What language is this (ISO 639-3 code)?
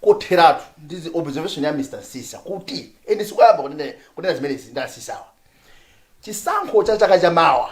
nya